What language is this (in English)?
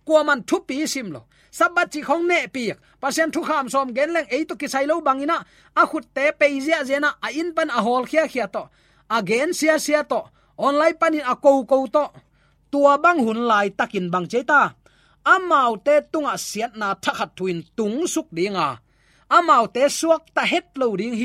Tedim Chin